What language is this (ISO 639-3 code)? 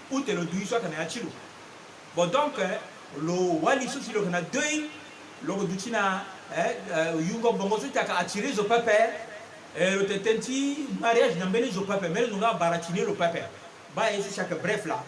sag